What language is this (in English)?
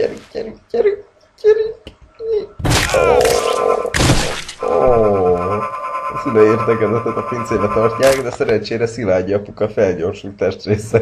Hungarian